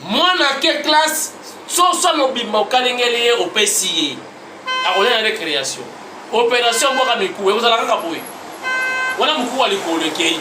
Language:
Lingala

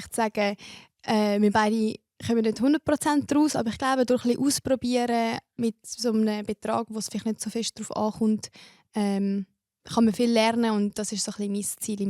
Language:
Swiss German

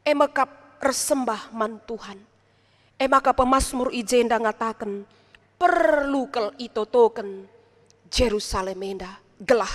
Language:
Batak Karo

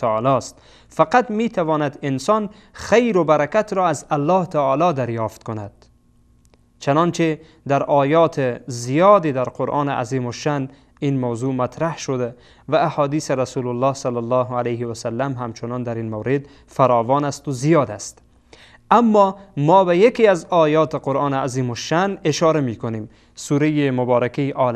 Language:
Persian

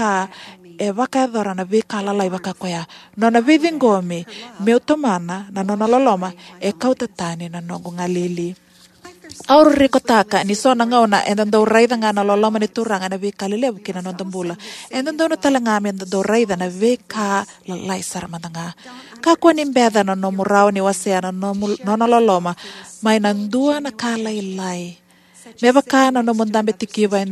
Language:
Fijian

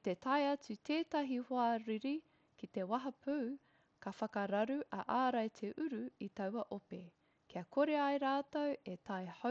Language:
Māori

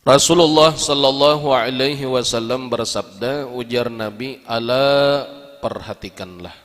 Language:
Banjar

